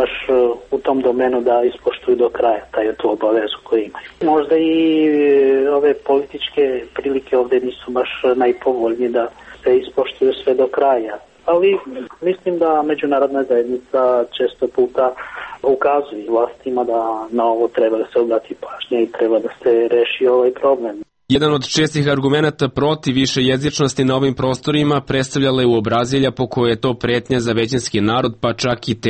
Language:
Serbian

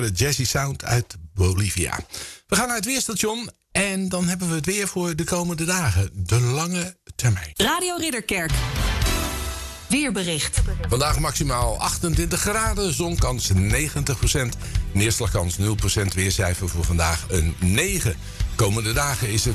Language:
Dutch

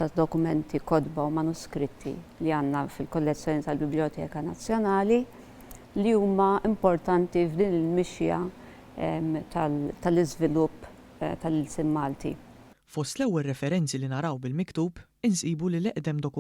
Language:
Maltese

